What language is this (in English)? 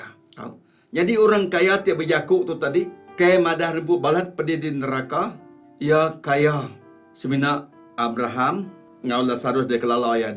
Iban